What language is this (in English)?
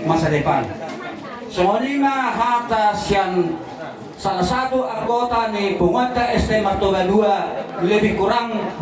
Batak Toba